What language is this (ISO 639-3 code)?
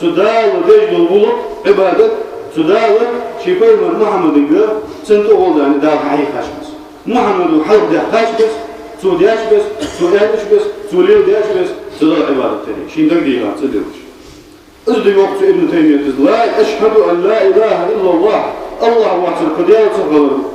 inh